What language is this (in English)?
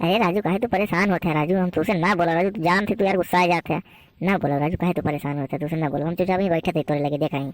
Awadhi